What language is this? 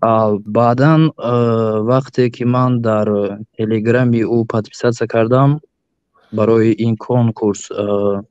Tajik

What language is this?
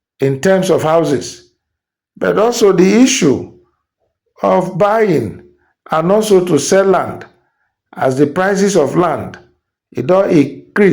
Nigerian Pidgin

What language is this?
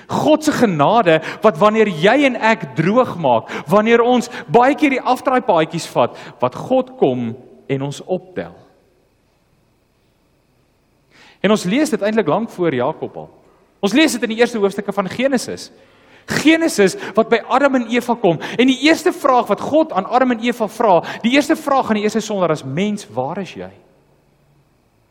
Afrikaans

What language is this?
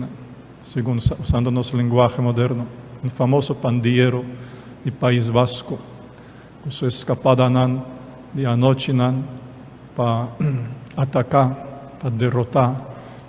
Papiamento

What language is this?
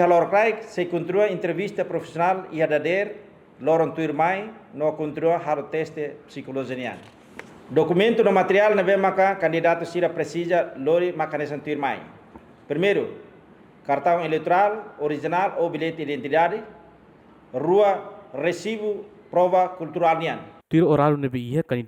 Tetum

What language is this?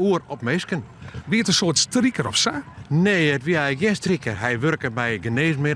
Western Frisian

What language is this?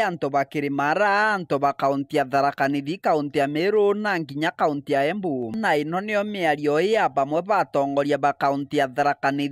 Meru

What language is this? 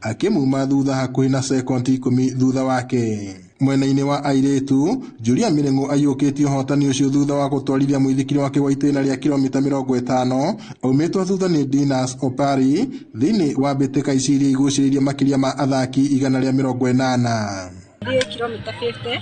Kikuyu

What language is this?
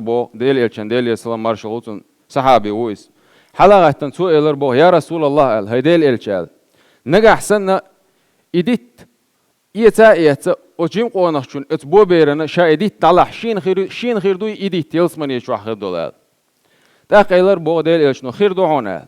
Chechen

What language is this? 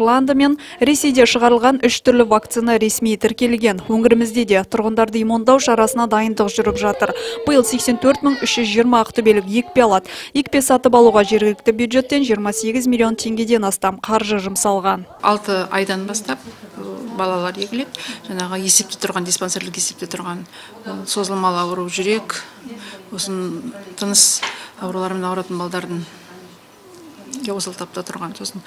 Kazakh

